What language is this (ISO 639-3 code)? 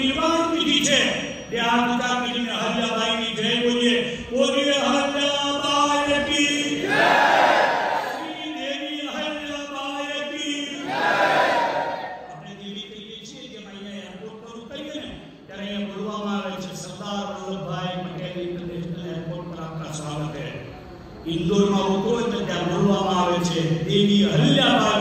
guj